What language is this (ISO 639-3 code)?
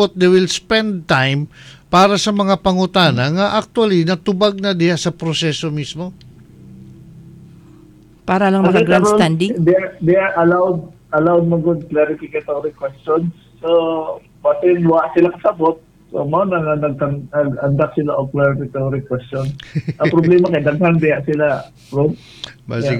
ceb